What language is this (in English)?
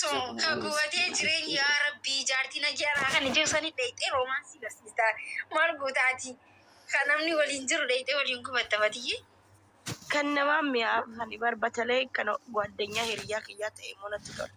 Oromo